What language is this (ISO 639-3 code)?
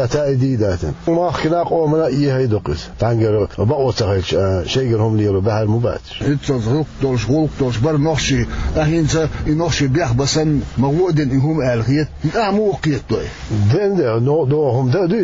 che